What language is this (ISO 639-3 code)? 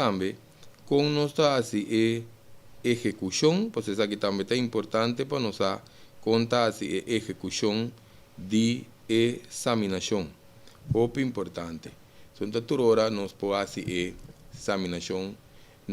pap